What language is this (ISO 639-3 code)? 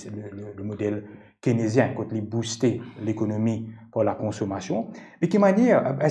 mfe